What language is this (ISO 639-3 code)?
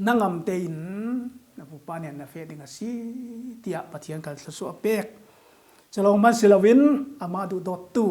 cfm